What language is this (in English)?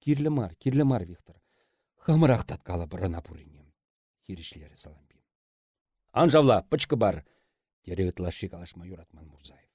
Chuvash